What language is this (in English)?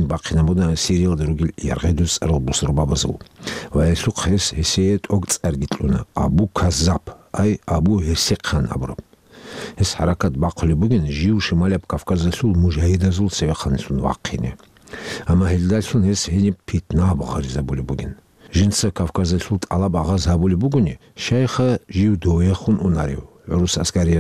Avaric